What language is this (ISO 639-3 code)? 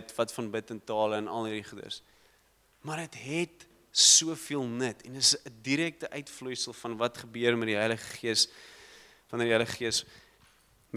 afr